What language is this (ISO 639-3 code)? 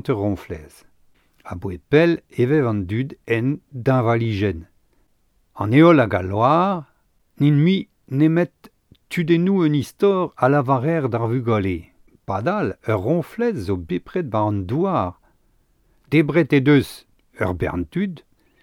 bre